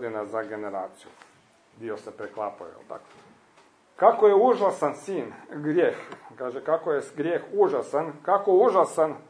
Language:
Croatian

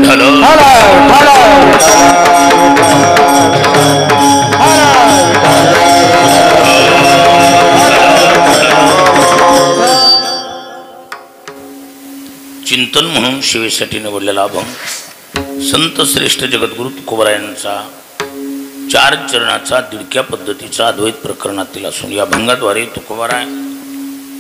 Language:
Marathi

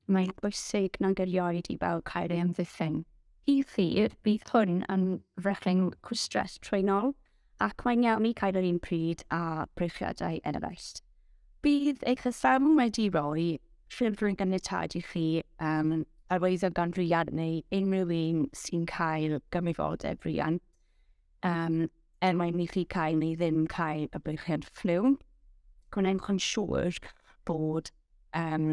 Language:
Welsh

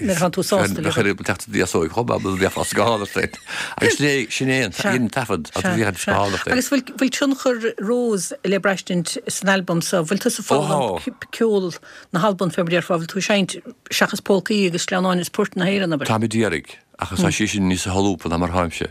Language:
Irish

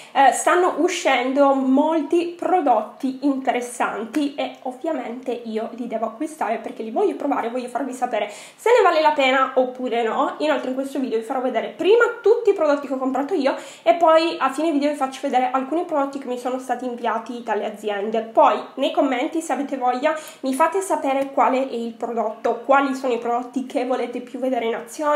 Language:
Italian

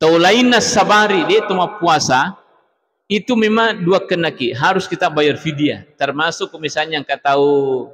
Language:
Buginese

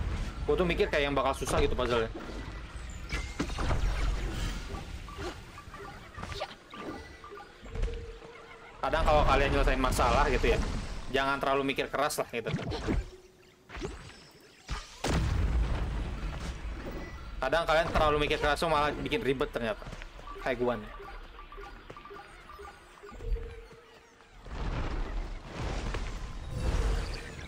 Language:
Indonesian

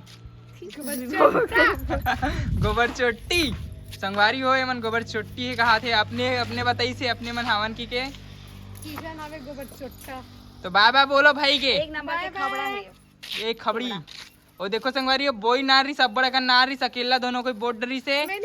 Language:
Chhattisgarhi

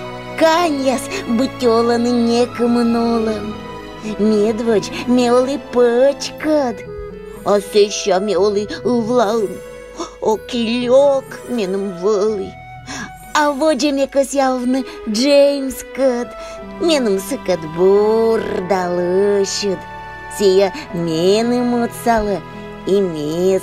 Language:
Komi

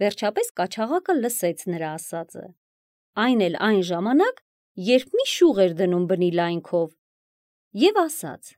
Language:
Armenian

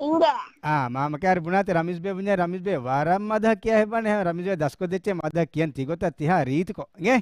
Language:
Divehi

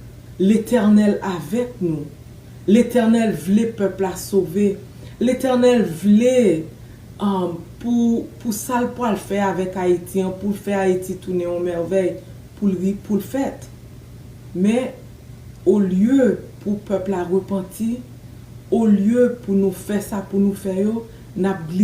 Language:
Haitian Creole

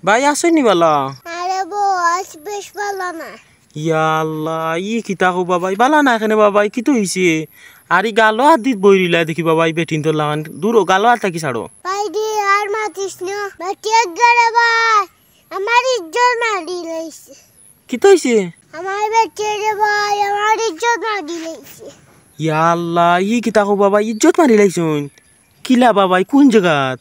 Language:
Sylheti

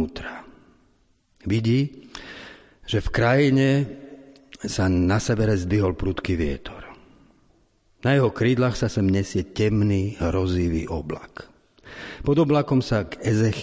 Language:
Slovak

